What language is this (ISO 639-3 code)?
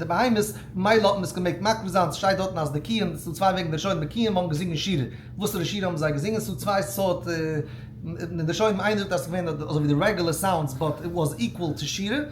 yid